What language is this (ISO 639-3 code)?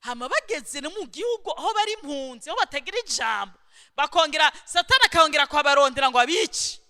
run